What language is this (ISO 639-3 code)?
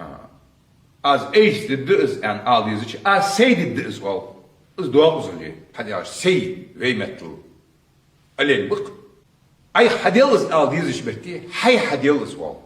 inh